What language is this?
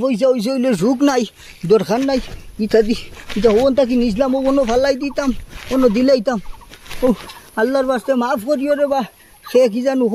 Sylheti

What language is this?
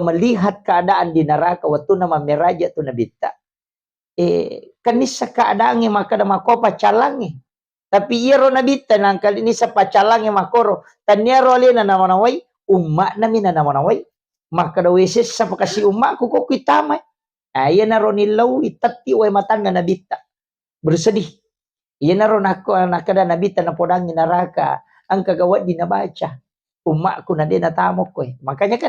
Buginese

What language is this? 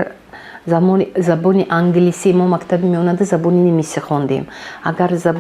Tajik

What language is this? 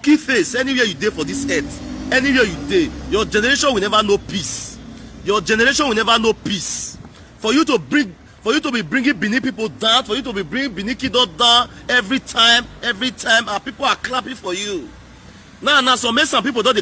Nigerian Pidgin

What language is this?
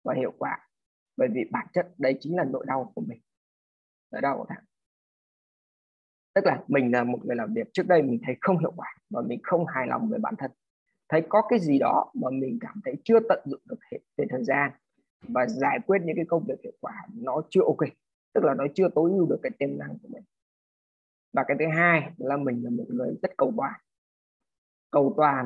Vietnamese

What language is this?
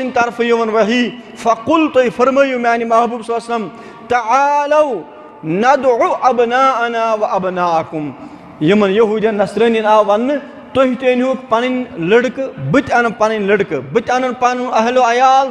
Kashmiri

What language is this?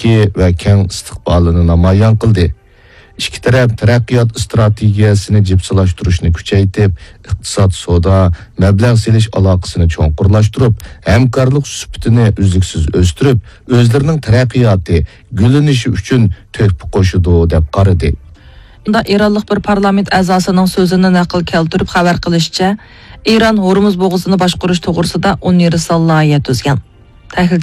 Uyghur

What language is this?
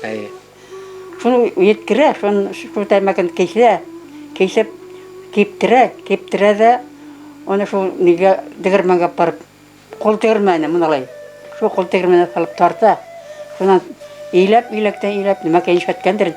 Bashkir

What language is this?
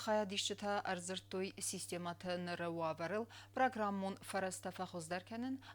Ossetic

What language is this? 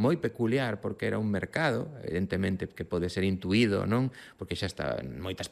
Galician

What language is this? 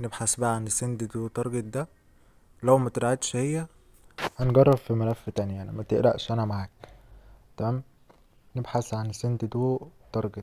Egyptian Arabic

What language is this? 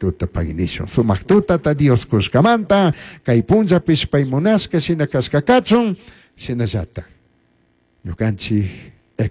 Chimborazo Highland Quichua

